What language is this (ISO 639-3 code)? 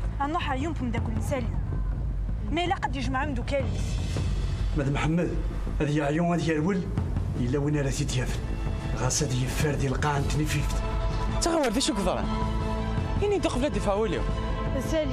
kab